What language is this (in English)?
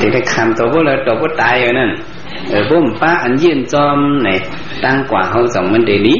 Shan